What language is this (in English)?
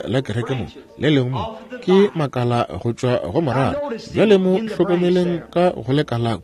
Northern Sotho